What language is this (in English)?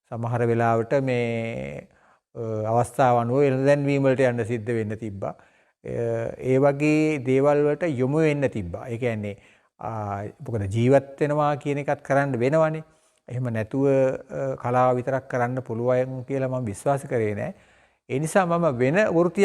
Sinhala